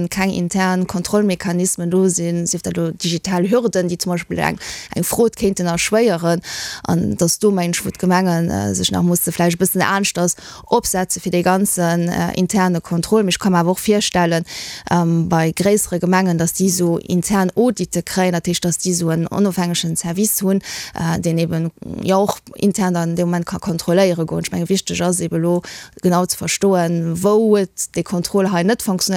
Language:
Luxembourgish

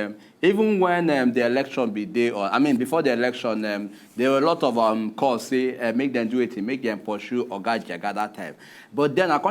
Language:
Nigerian Pidgin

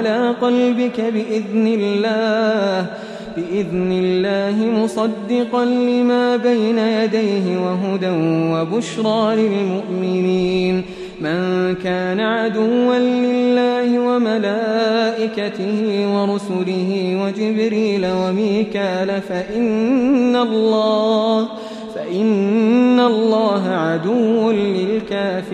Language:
Arabic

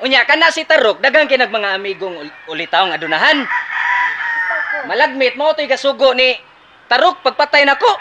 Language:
Cebuano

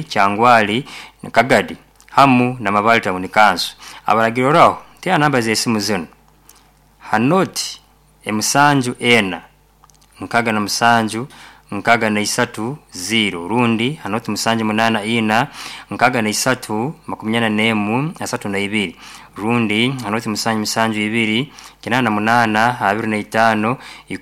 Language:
Nyoro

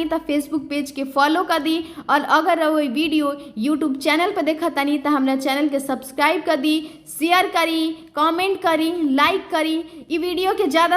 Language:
Bhojpuri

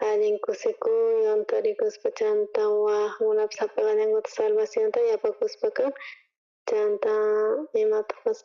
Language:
South Bolivian Quechua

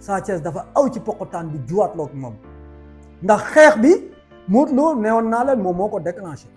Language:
Wolof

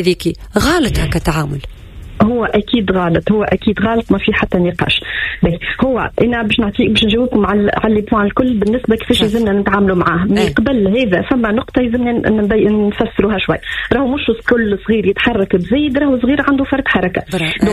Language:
Tunisian Arabic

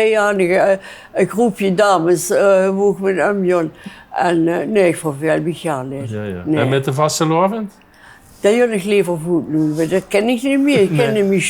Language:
Limburgish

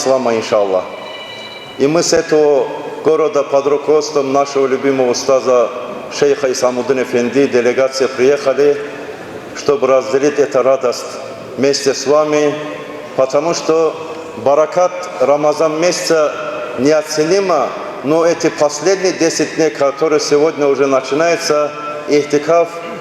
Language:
Kumyk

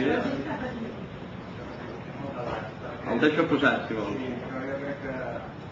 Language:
Catalan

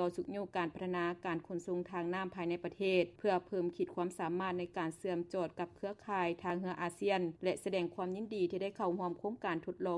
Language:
Lao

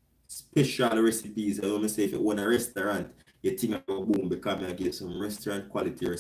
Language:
Jamaican Creole English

